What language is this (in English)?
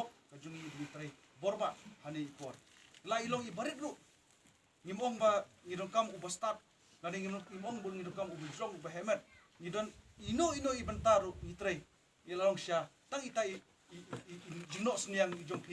Khasi